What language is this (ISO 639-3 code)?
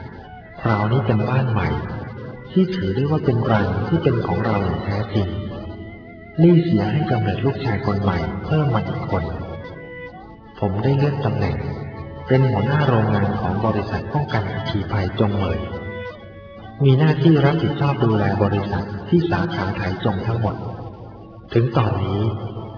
tha